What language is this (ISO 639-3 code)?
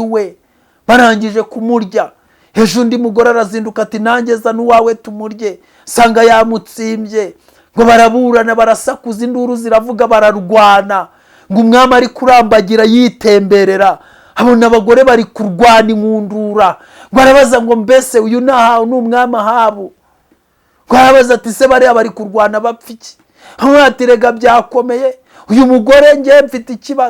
kin